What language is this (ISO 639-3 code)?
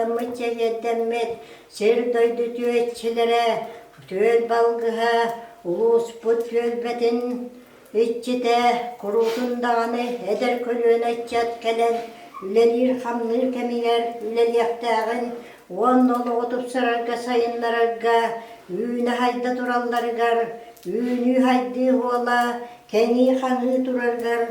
sah